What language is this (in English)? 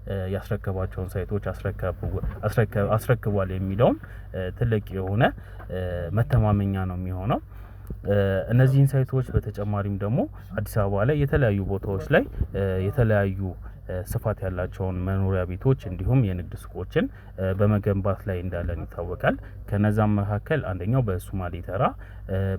Amharic